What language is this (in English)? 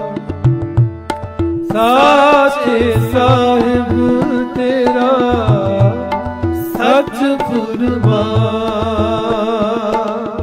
Punjabi